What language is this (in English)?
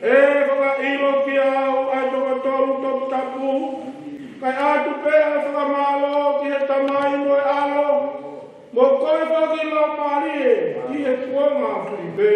Tongan